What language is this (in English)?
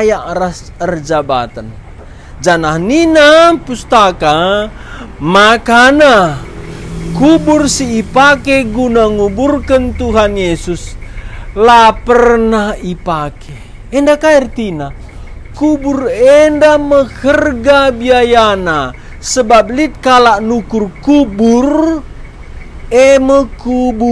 Batak Karo